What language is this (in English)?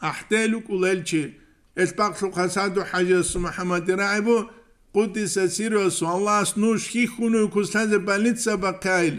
Avaric